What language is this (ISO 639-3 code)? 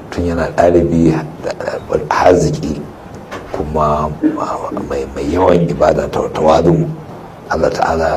hau